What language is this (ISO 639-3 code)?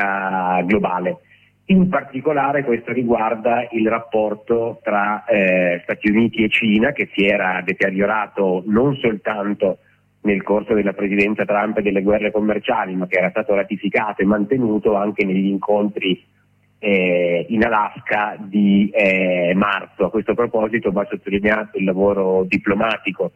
ita